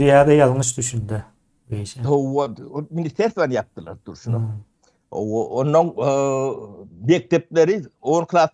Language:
Turkmen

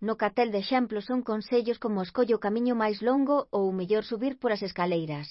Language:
Galician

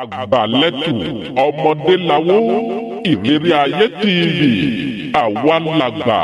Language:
Yoruba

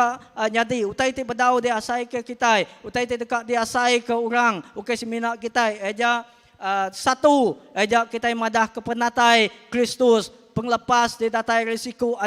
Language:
Iban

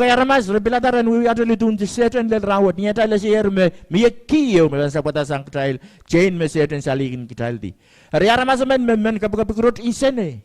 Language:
Pohnpeian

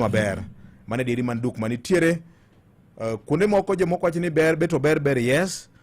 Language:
Luo (Kenya and Tanzania)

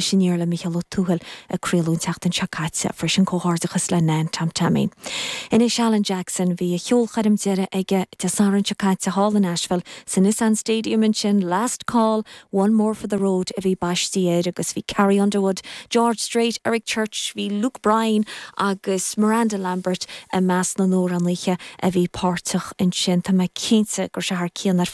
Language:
Irish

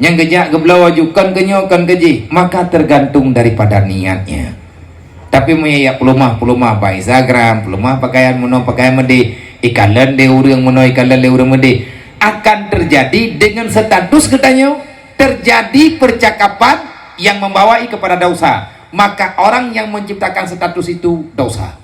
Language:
Achinese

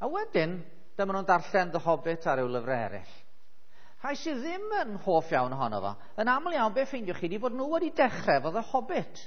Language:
Welsh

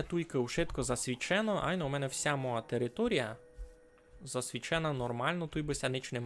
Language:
Rusyn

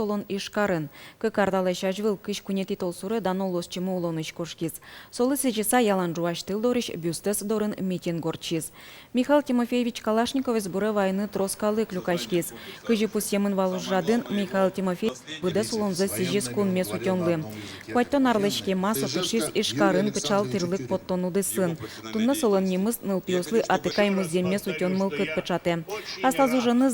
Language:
Udmurt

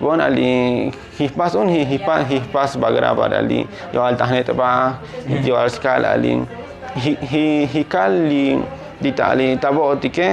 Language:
Tzotzil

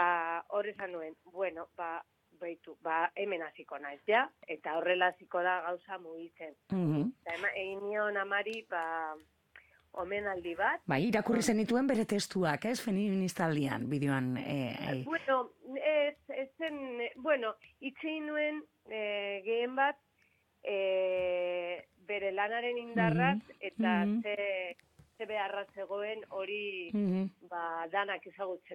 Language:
Basque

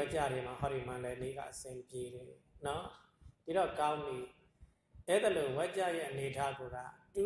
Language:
Burmese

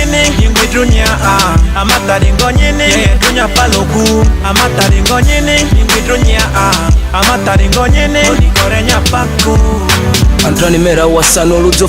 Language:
Ma'di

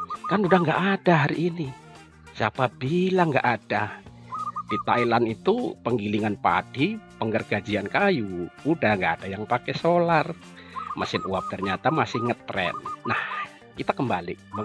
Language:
Indonesian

